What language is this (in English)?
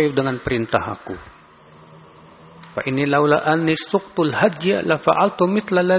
Indonesian